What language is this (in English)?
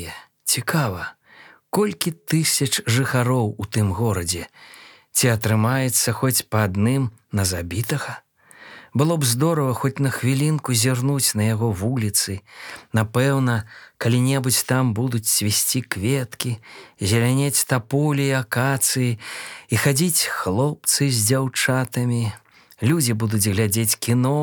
Belarusian